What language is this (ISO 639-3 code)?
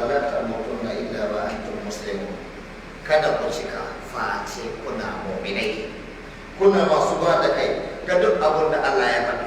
hau